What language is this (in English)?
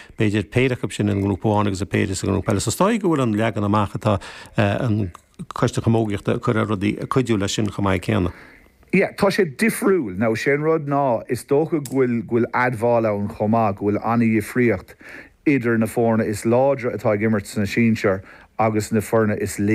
Irish